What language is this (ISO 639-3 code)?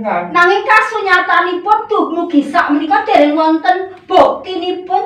jav